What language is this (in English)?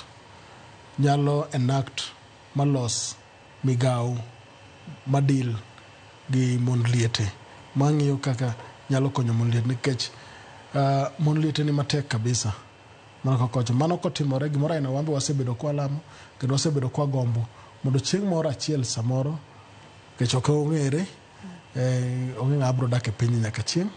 Luo (Kenya and Tanzania)